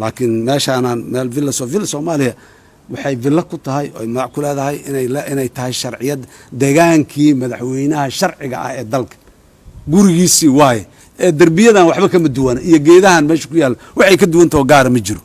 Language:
Somali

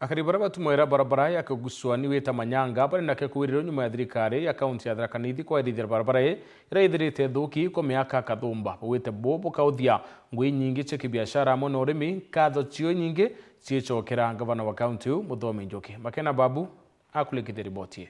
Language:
Meru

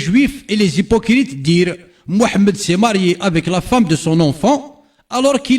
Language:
Kabyle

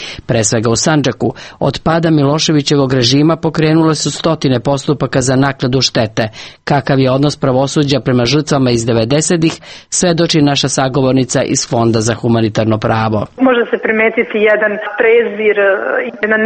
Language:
Serbian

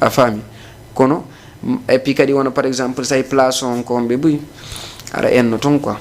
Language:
Fula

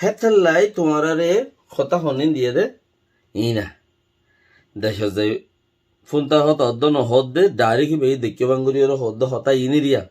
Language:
Rohingya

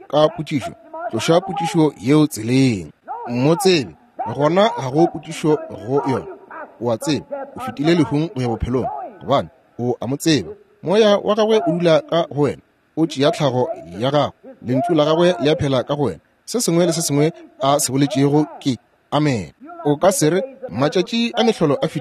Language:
Northern Sotho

